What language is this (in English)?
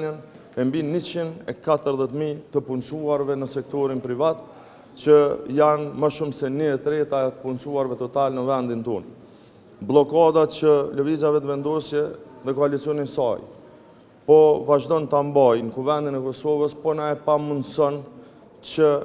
Albanian